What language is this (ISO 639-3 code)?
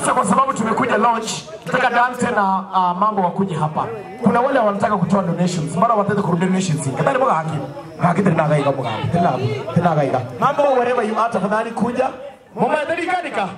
guz